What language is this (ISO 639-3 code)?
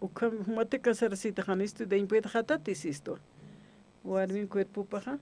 aym